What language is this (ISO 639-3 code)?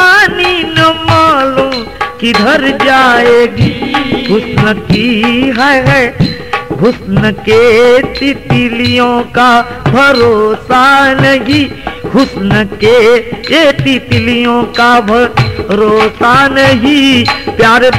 bho